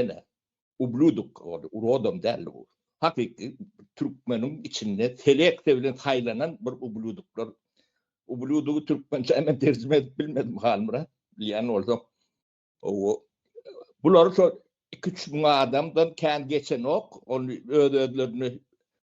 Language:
Turkmen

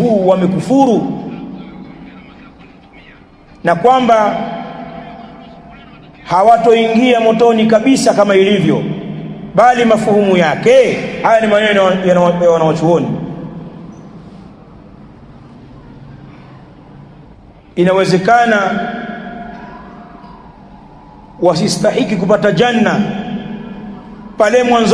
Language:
Swahili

